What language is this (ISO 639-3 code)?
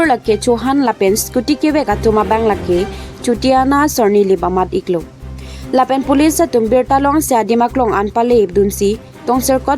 mjw